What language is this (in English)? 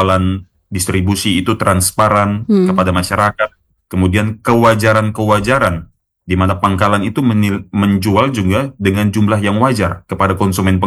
Indonesian